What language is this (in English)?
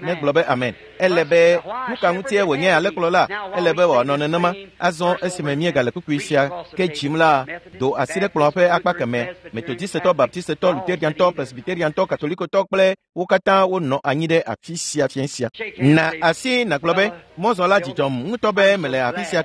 Ewe